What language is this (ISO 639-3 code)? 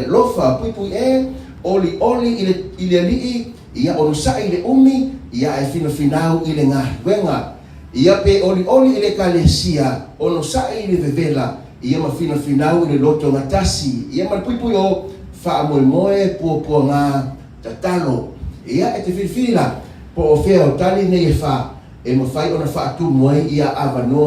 smo